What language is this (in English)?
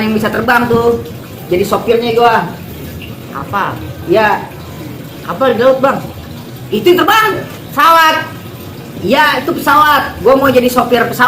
Betawi